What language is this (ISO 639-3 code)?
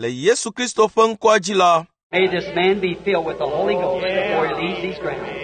ewe